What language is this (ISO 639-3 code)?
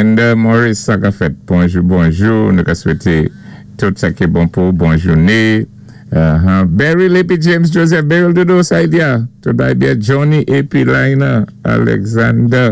acf